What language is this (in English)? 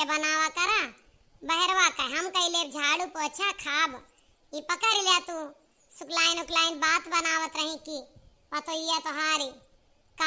Awadhi